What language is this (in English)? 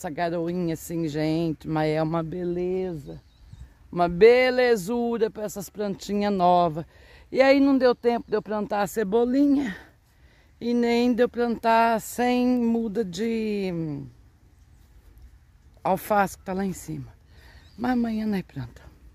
Portuguese